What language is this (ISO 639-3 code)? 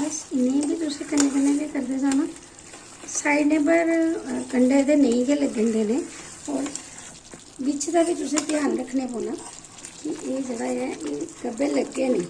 doi